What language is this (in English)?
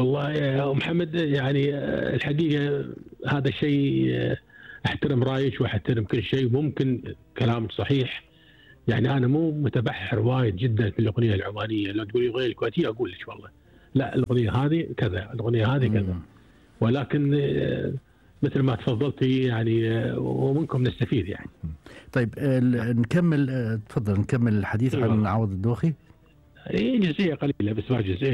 Gulf Arabic